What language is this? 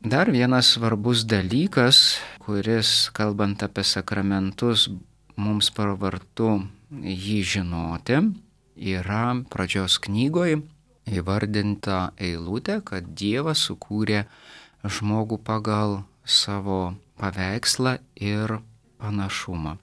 Lithuanian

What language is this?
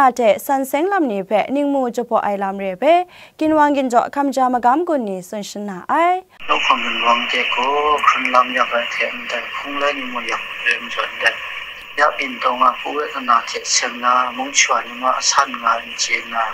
Kachin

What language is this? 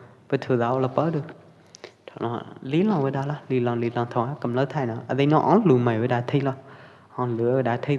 Pwo Eastern Karen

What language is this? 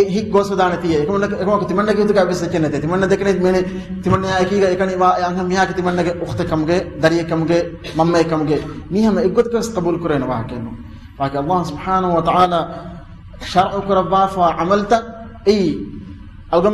Divehi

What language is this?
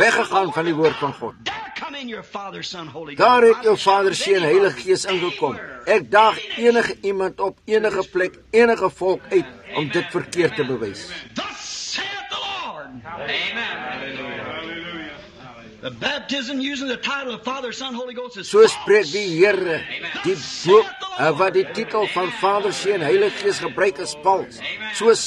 Afrikaans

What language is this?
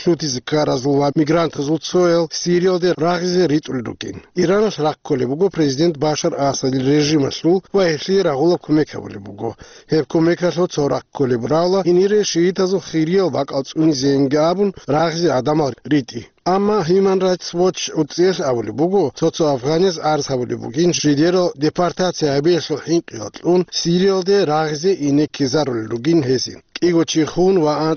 Avaric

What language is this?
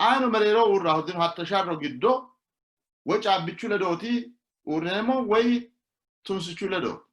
Sidamo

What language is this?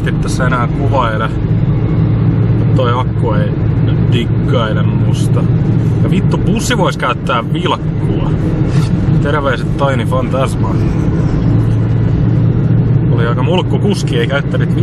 Finnish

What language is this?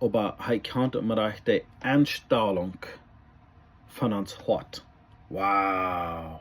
Plautdietsch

